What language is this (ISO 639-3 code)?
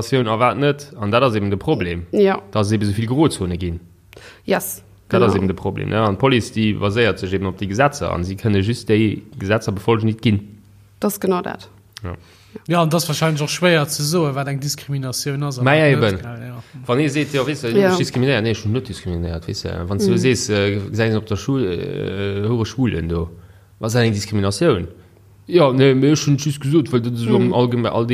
ltz